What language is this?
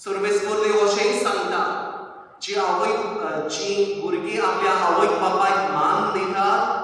Konkani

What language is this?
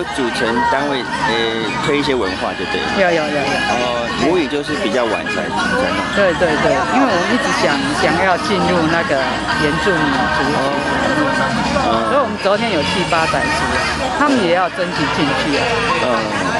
Chinese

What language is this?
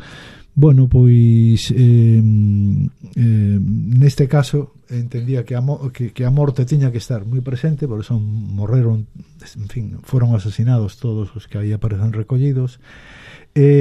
Galician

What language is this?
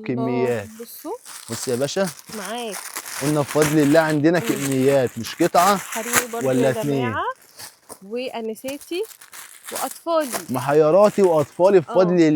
Egyptian Arabic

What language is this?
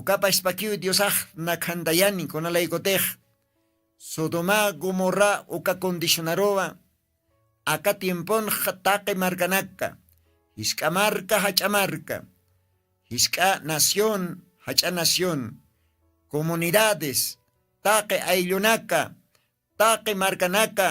Aymara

